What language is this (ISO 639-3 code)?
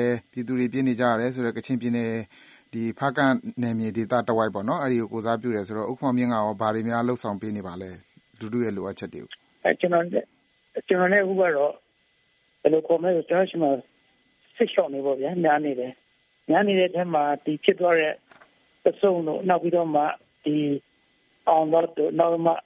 mya